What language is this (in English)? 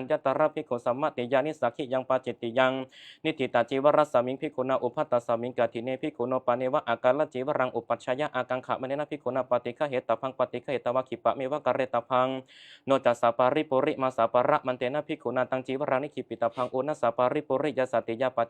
Pali